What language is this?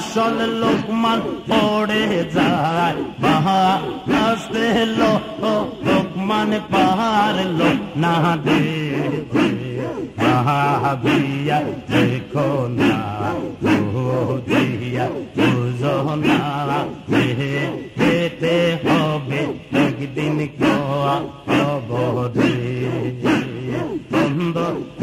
Bangla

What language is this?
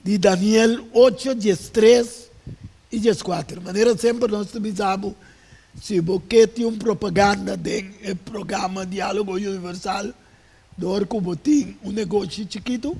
Papiamento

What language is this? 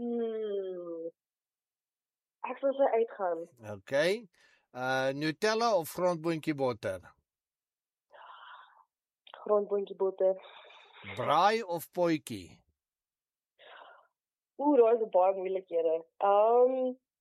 Afrikaans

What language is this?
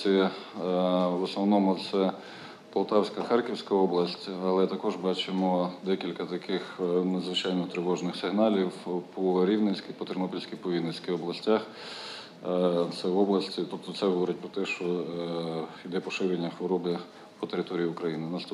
Ukrainian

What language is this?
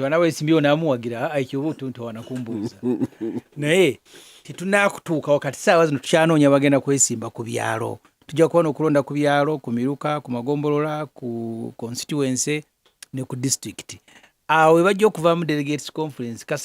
Ganda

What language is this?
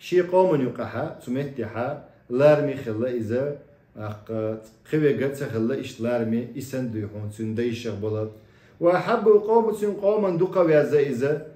Chechen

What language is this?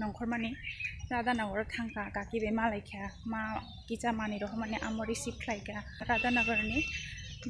Kok Borok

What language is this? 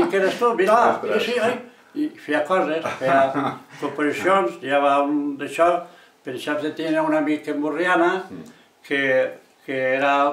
Catalan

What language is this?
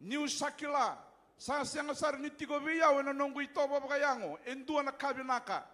Fijian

